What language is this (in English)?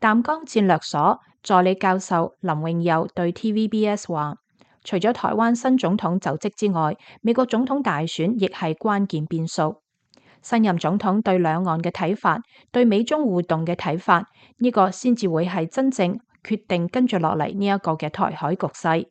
Cantonese